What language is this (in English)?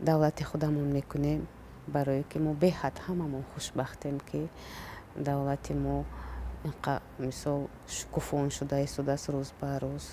Tajik